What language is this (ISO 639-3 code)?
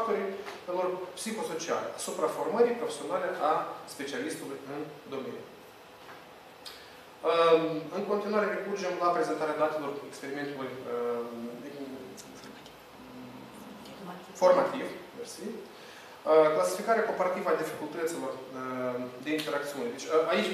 ron